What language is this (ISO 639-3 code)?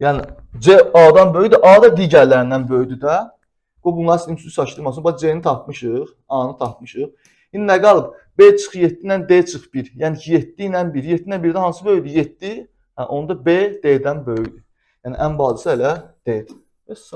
aze